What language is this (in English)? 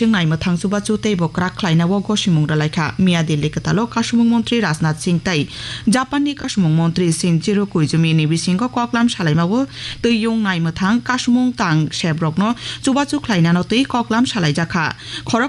Kok Borok